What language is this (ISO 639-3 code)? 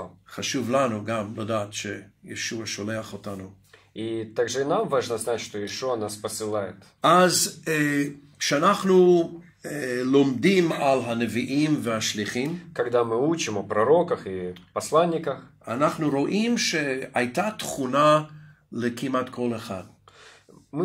heb